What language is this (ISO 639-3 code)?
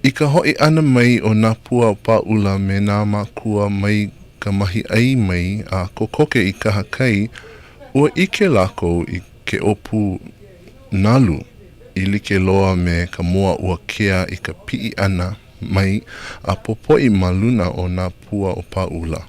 haw